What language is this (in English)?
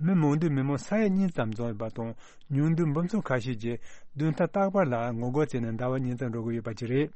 Tibetan